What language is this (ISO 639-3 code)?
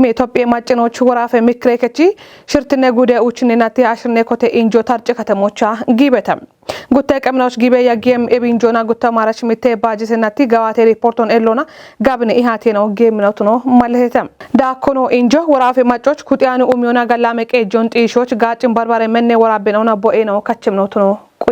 kbr